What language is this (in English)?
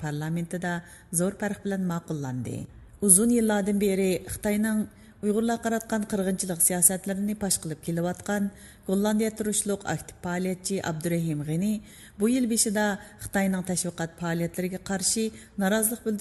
Uyghur